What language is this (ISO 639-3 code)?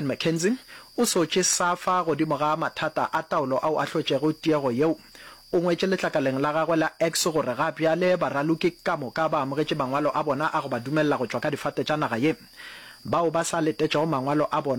nso